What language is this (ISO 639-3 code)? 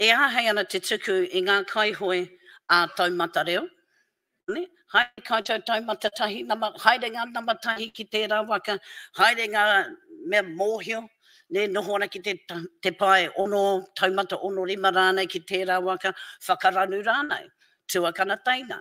mri